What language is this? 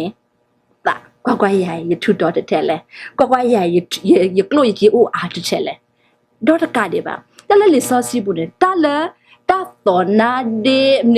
S'gaw Karen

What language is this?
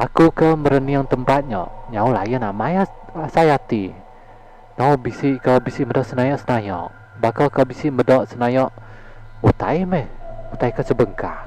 Iban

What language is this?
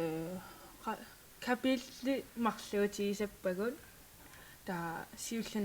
Kalaallisut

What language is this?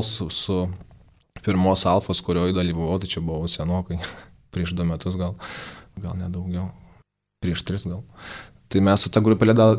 Lithuanian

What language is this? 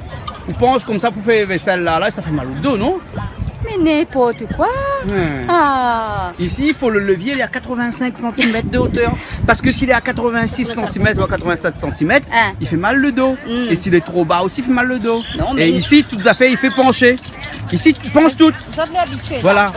Réunion Creole French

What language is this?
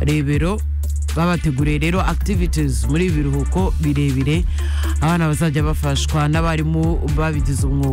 Kinyarwanda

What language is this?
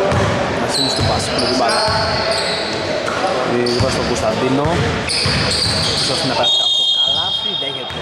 Greek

